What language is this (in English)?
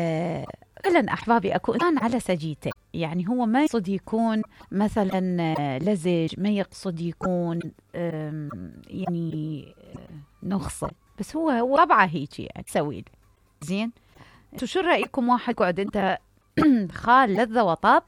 Mesopotamian Arabic